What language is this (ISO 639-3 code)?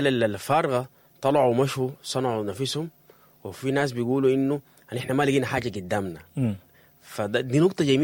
apd